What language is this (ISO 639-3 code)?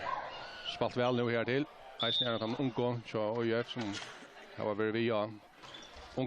fao